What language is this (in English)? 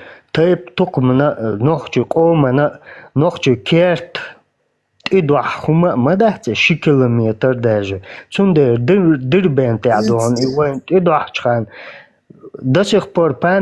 Chechen